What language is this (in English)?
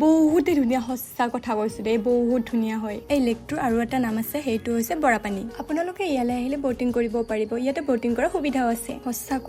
Assamese